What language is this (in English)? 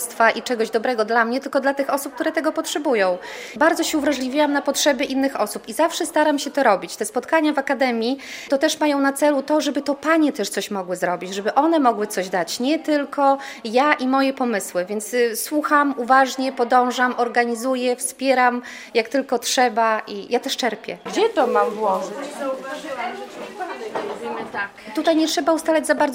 Polish